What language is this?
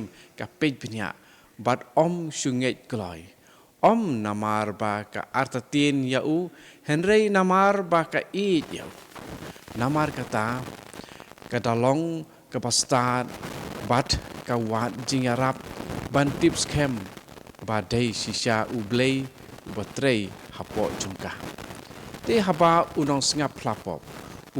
Khasi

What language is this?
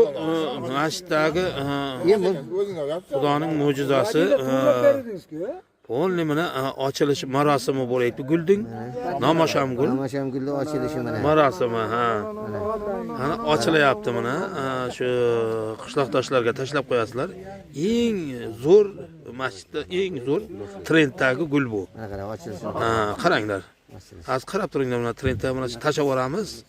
Uzbek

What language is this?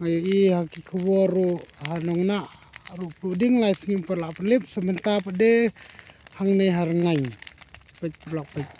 Khasi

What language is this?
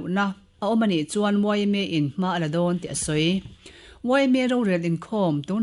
Mizo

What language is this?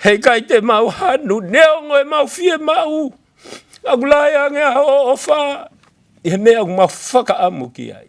Tongan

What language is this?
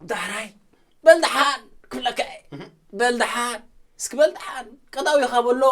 Tigrinya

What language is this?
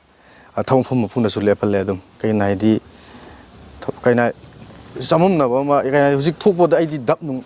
Manipuri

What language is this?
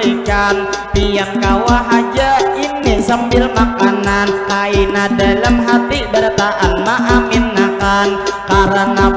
Banjar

